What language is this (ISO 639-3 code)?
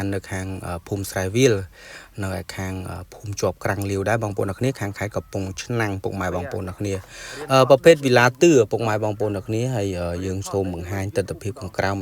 khm